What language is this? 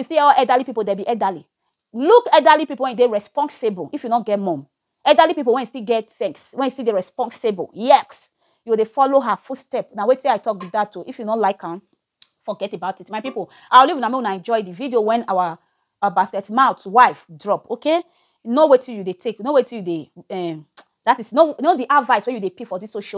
Nigerian Pidgin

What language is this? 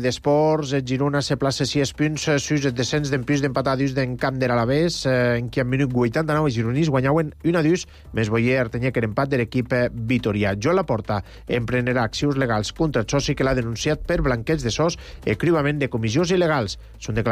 Catalan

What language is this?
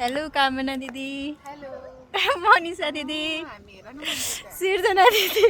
Nepali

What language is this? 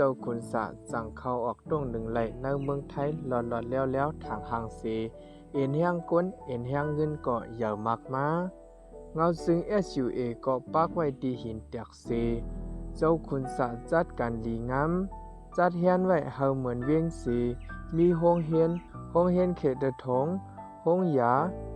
Shan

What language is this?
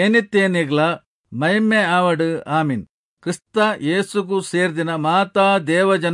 Tulu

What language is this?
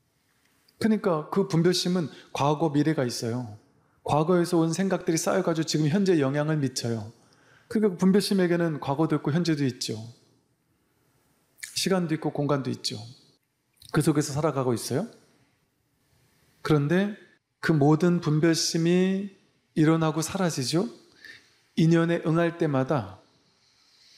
Korean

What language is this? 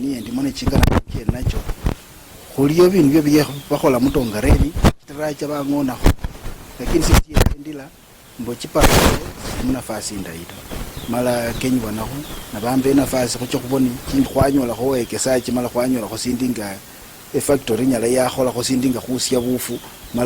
Luyia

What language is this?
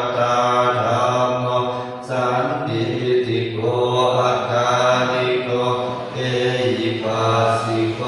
Pali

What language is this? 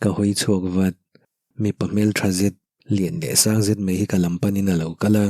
Mizo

